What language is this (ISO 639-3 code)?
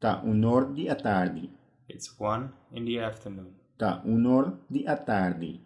pap